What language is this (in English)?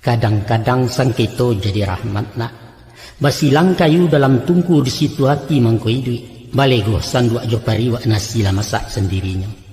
Minangkabau